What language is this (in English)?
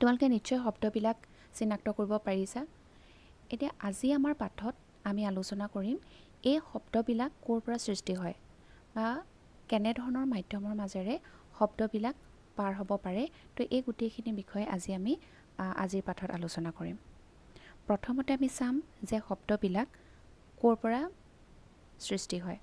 Assamese